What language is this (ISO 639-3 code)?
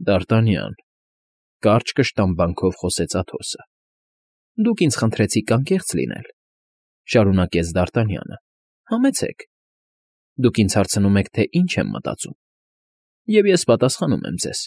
hye